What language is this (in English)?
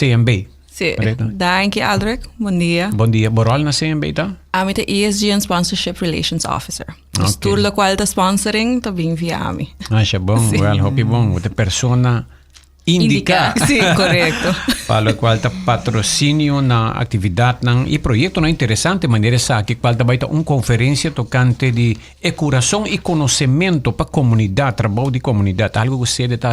Papiamento